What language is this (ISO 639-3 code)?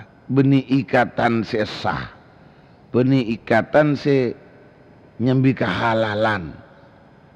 mad